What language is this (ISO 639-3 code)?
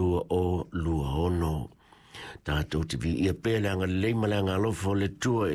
smo